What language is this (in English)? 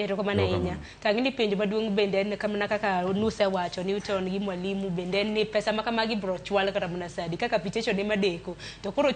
Luo (Kenya and Tanzania)